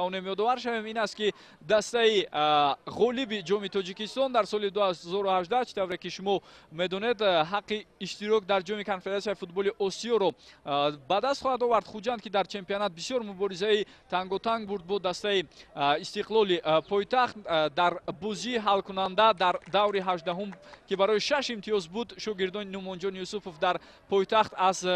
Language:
Tajik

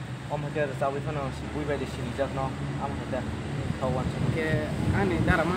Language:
Kok Borok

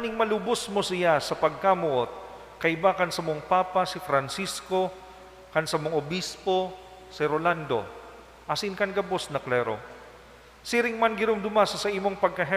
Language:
Bikol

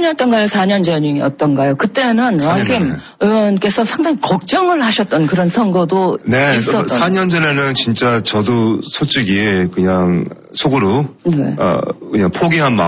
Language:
Korean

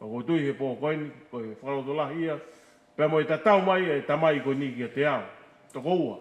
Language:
Tongan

